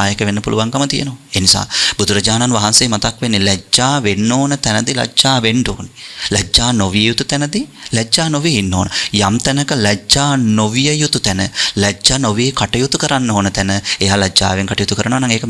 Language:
Sinhala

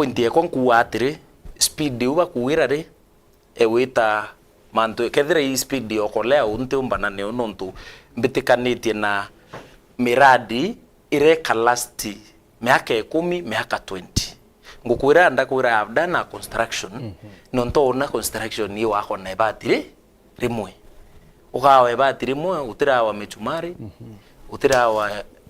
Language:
Meru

